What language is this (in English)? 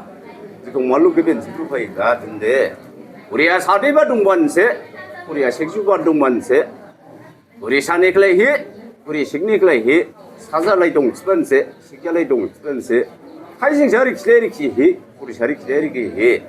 Dimasa